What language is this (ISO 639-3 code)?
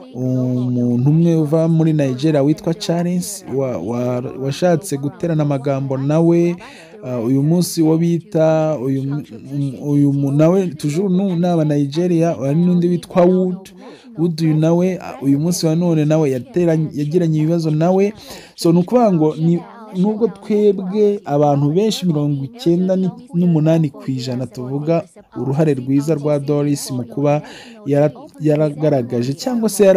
kin